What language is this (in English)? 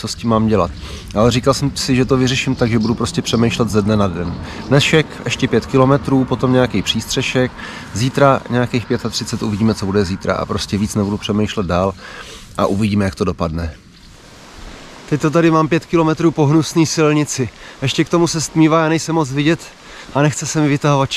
Czech